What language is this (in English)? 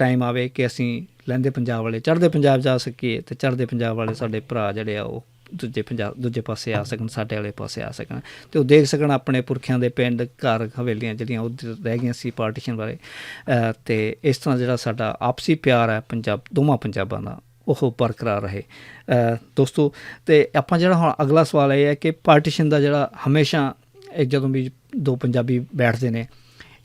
Western Panjabi